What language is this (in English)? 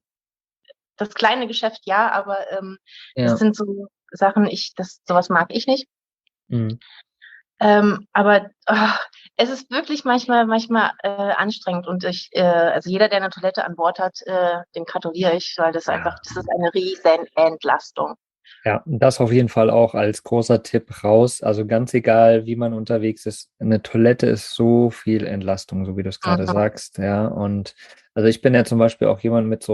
German